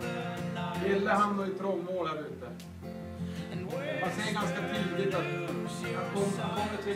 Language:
Swedish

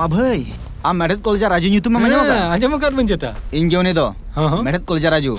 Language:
Santali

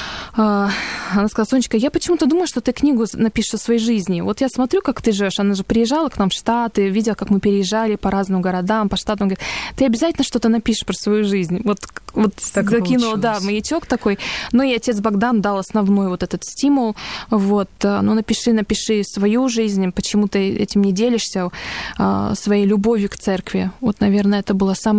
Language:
Russian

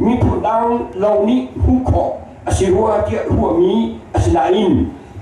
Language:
Hakha Chin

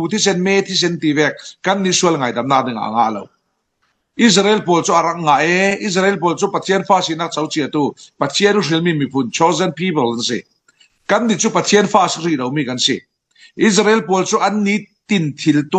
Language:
Falam Chin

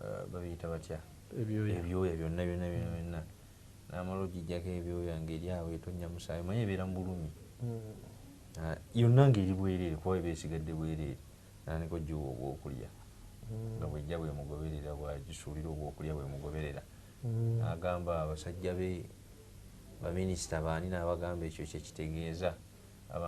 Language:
Ganda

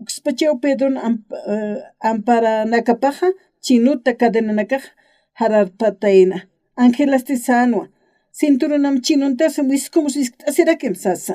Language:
Aymara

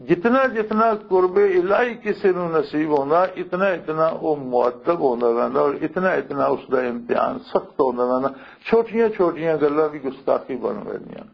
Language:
Western Panjabi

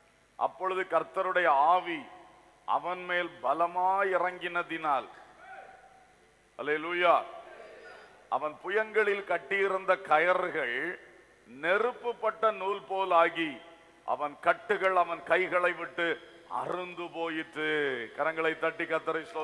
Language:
Tamil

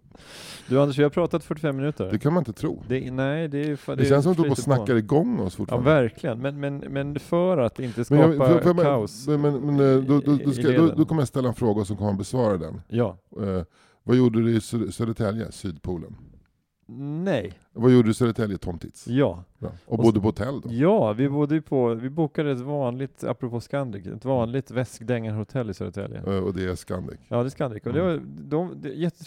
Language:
Swedish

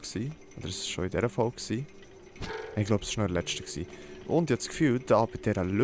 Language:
Swiss German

